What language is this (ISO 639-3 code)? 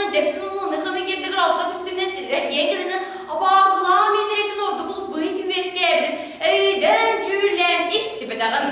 sah